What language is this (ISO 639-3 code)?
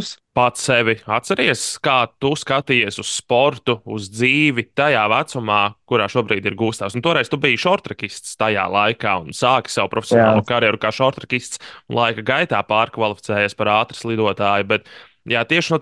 lav